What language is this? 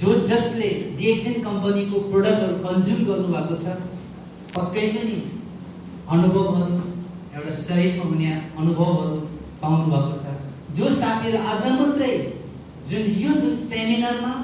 Nepali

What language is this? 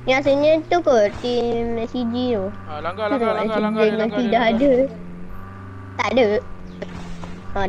Malay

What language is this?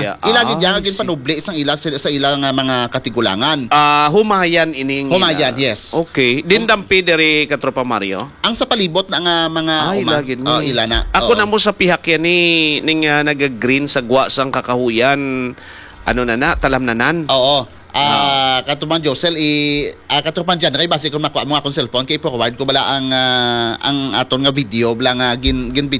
Hiligaynon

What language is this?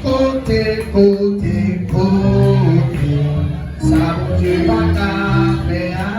Haitian Creole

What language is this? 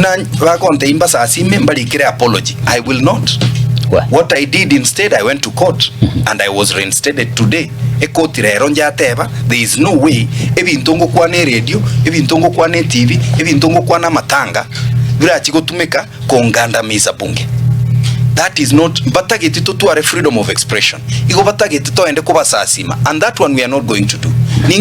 Gusii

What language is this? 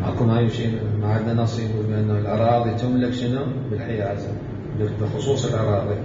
Mesopotamian Arabic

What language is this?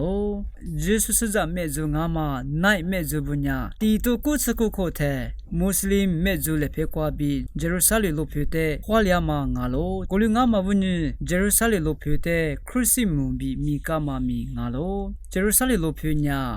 Lisu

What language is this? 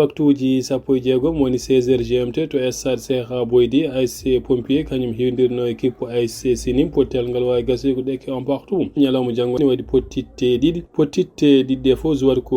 Fula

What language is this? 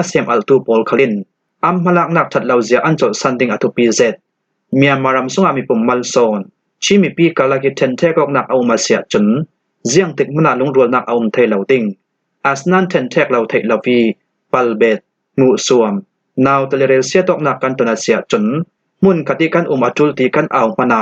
Falam Chin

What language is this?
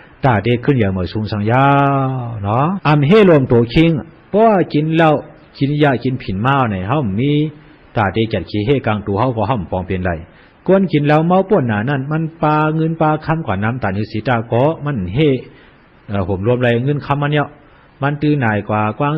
Shan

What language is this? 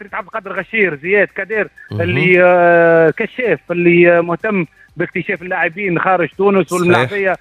Tunisian Arabic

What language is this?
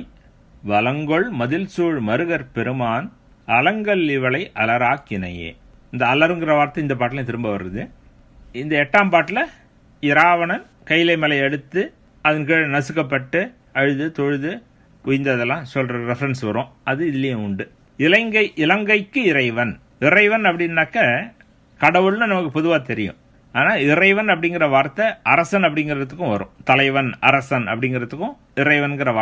Tamil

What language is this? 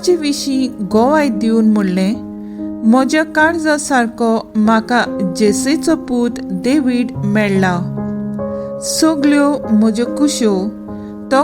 Konkani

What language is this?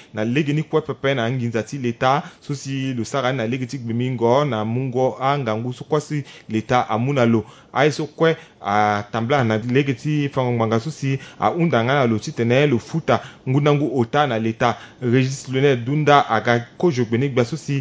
Sango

